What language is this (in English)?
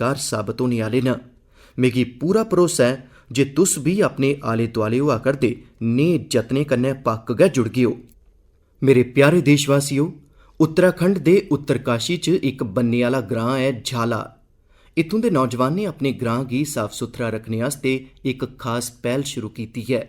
Dogri